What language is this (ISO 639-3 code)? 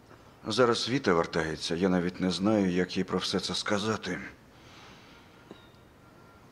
ukr